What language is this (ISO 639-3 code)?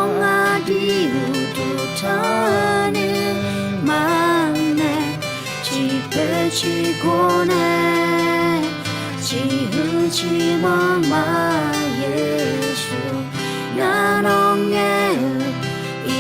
ahk